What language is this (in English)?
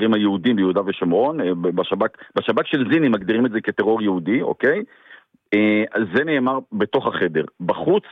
Hebrew